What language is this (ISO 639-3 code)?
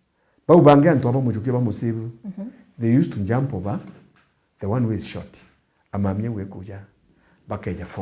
mer